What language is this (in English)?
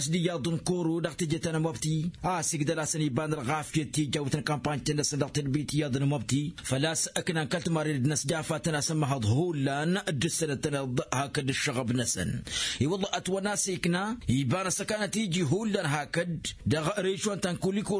Tamasheq